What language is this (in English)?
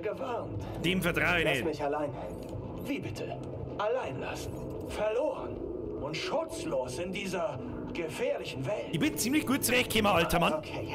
Bavarian